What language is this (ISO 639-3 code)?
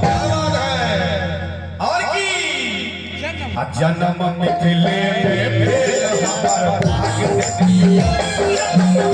mai